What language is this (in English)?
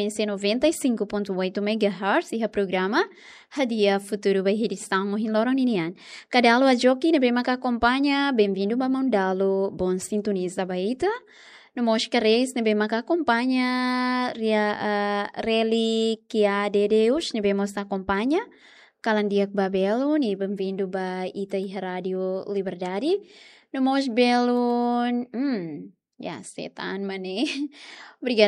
Tetum